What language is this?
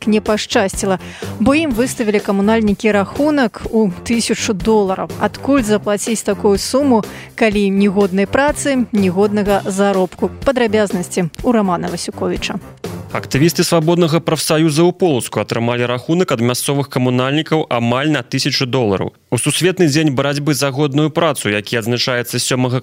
Belarusian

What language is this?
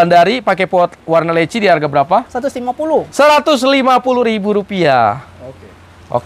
Indonesian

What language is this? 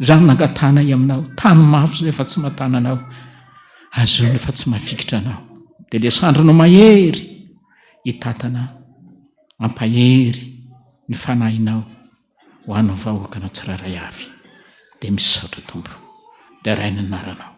Malagasy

